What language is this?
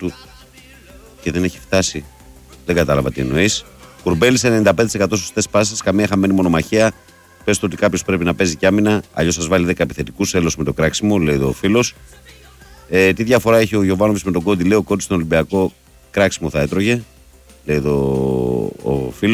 Greek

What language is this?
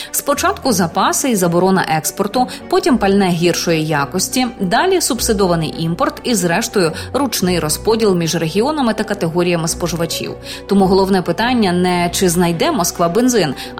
Ukrainian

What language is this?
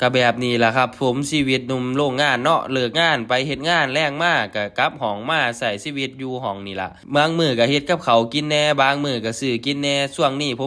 Northeastern Thai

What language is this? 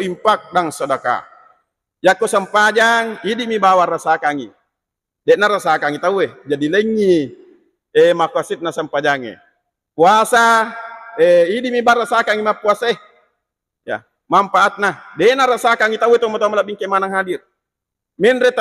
Buginese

